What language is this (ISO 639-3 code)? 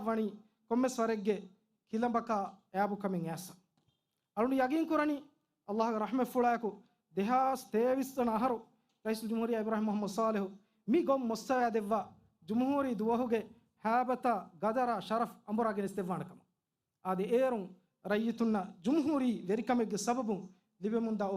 div